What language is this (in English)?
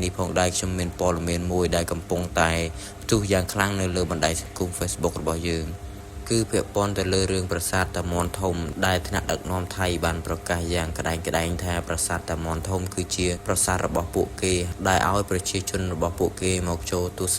Khmer